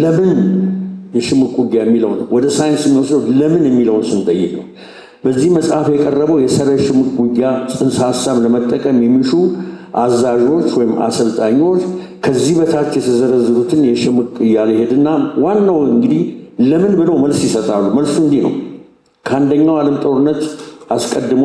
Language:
Amharic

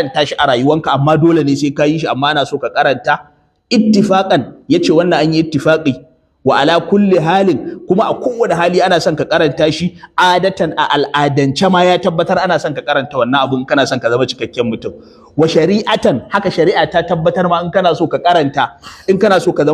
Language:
Hausa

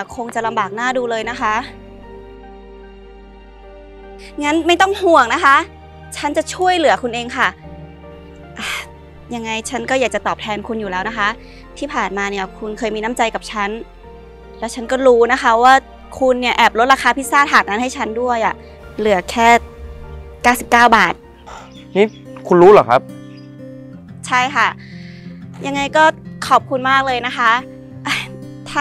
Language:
Thai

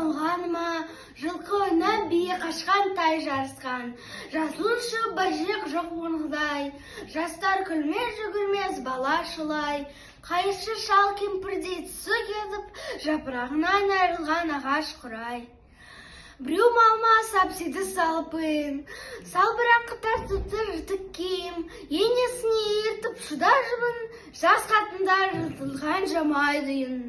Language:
Kazakh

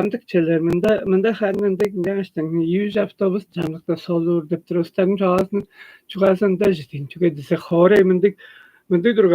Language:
Tuvinian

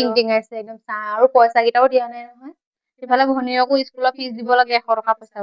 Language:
Assamese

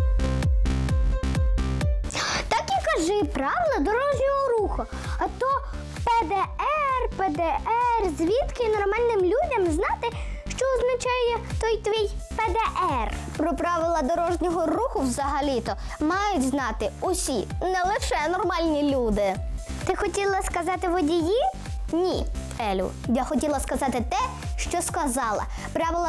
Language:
Ukrainian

